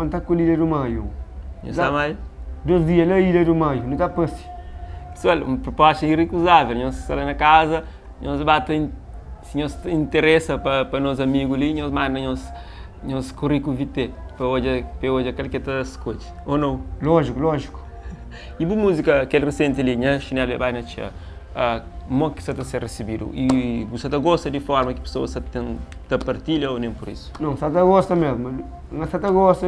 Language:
Kabuverdianu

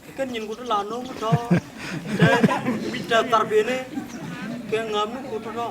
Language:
Nuer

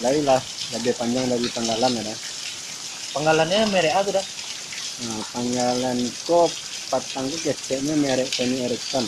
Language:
Minangkabau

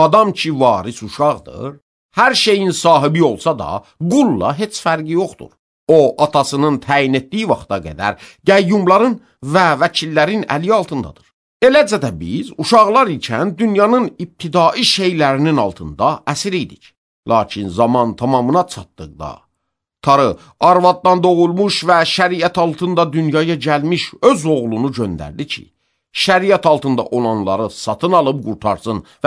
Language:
Azerbaijani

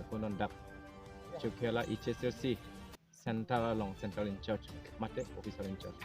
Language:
Karbi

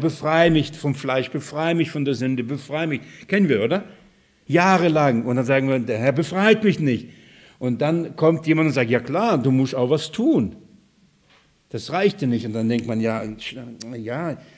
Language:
German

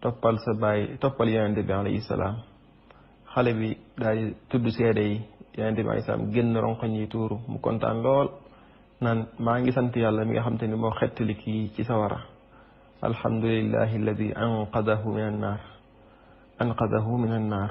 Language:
Wolof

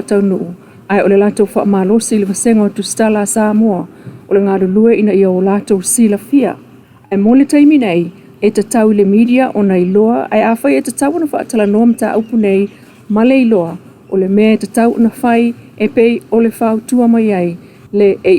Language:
Samoan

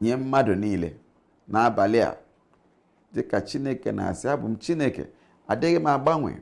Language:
Igbo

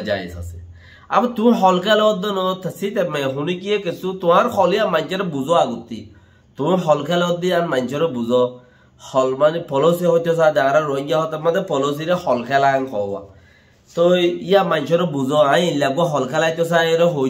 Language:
Rohingya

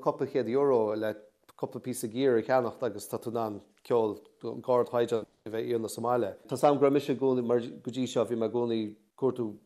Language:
Irish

